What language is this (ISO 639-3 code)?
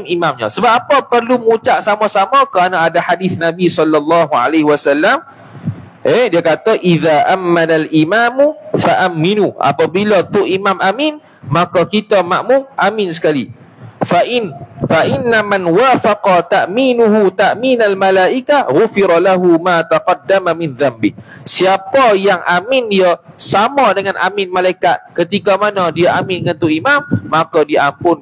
msa